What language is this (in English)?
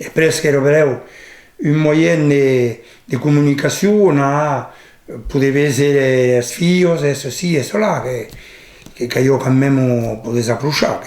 Occitan